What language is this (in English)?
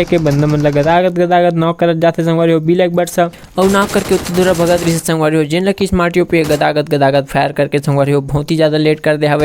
Chhattisgarhi